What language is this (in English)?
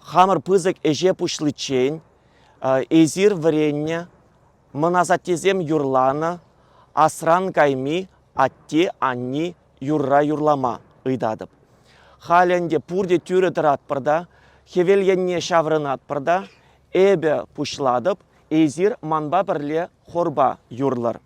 Chuvash